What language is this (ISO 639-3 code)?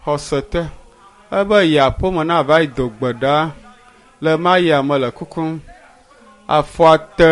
ewe